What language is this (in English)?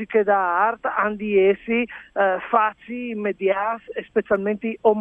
Friulian